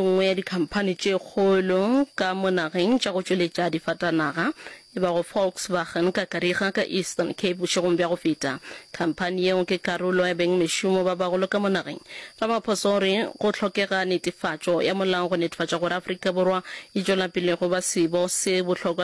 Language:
Northern Sotho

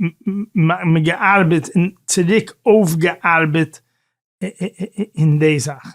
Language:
Yiddish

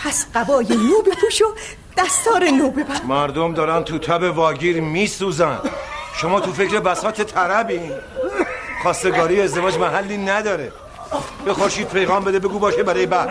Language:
Tajik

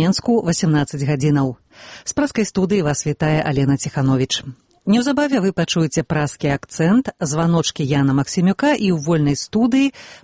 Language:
Belarusian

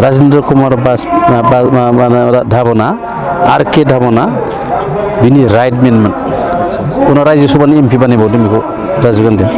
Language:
Bodo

